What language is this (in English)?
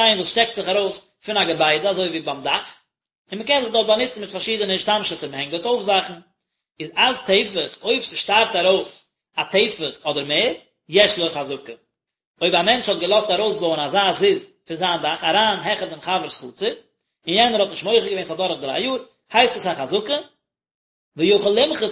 Yiddish